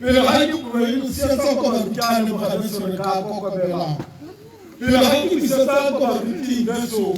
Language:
Tswana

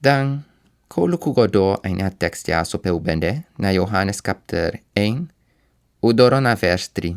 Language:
Sranan Tongo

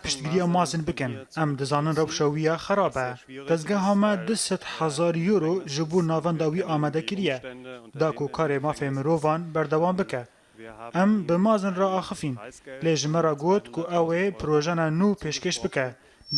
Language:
Kurdish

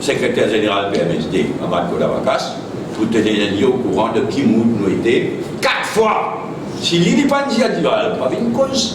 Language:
Morisyen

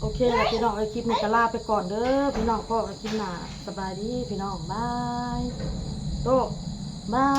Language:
Northeastern Thai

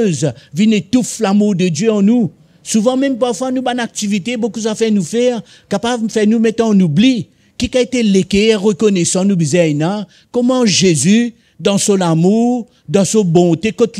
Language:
Morisyen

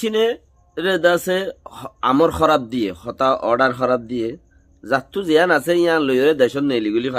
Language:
Rohingya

